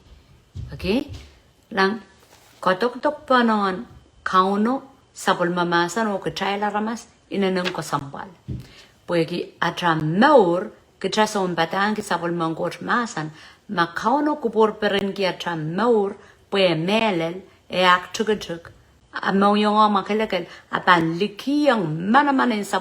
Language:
Pohnpeian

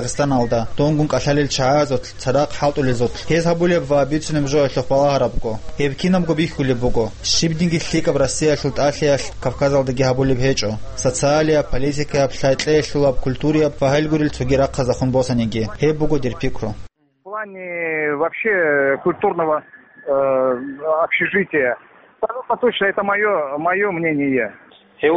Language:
Avaric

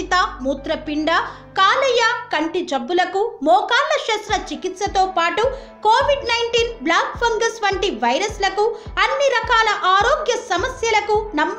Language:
Telugu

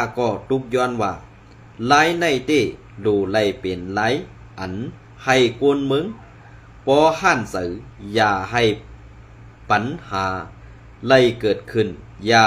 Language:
Shan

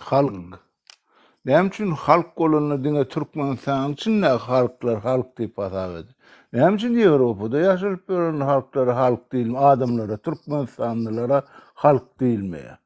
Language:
Turkmen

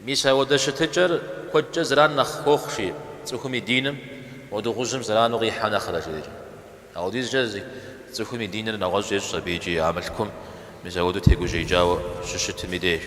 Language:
Kabardian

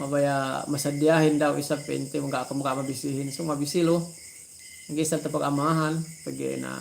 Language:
Yakan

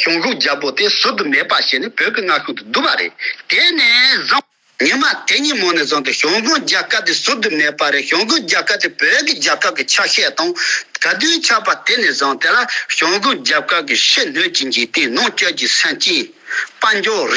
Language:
Tibetan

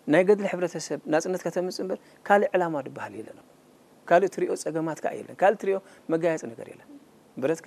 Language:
Tigrinya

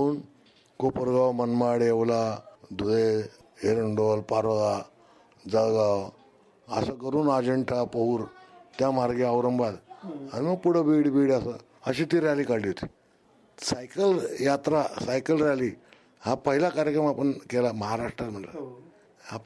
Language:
Marathi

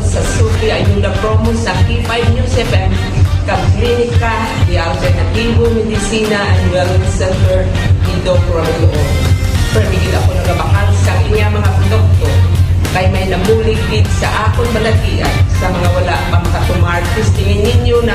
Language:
Hiligaynon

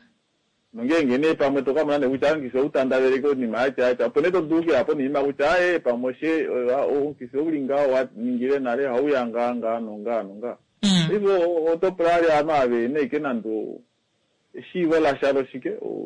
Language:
Kuanyama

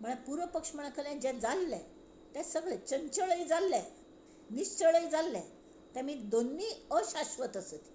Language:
Konkani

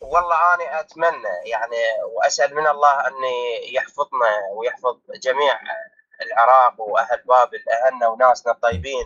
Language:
Mesopotamian Arabic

